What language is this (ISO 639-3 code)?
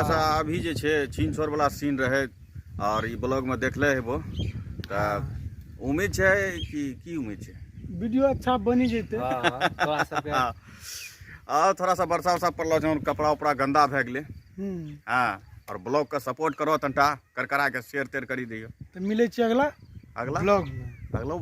mai